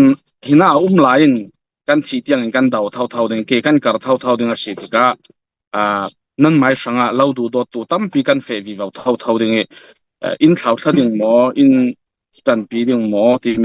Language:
Falam Chin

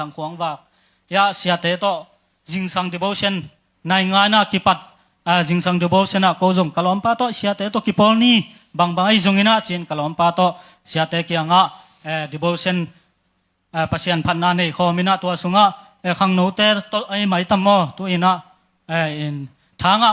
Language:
Tedim Chin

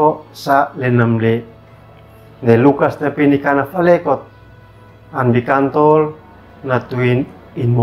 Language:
Uab Meto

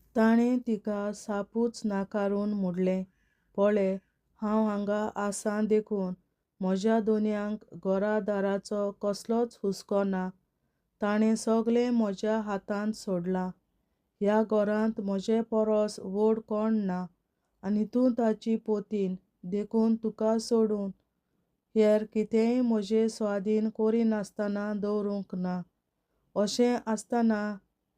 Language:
Konkani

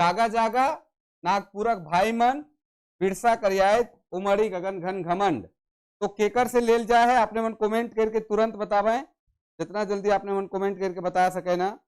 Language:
Sadri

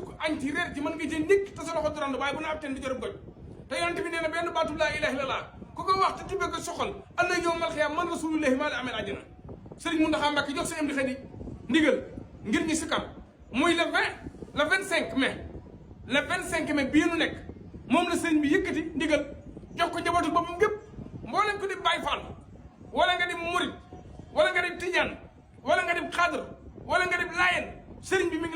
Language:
Wolof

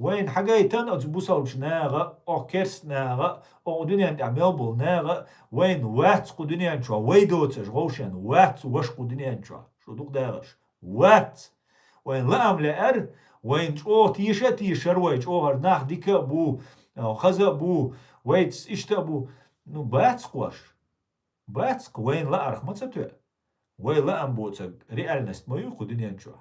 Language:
Chechen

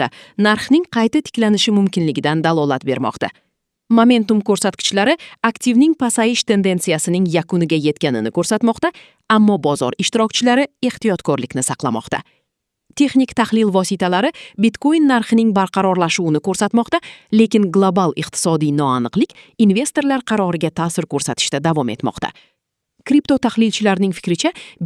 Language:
Uzbek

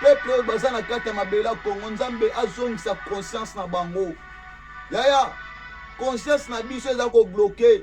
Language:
Lingala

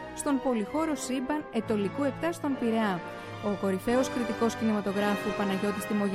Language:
Greek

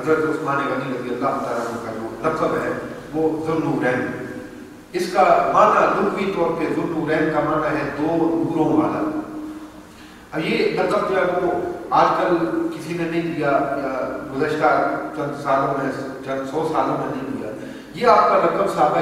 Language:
Urdu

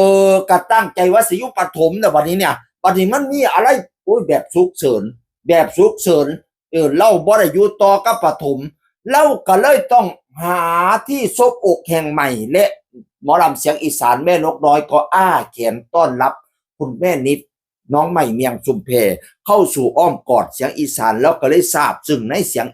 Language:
Northeastern Thai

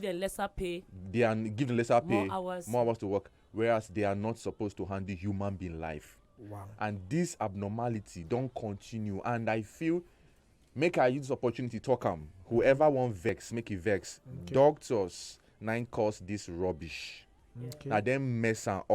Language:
Nigerian Pidgin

